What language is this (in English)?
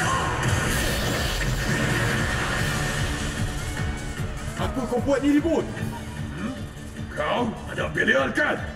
Malay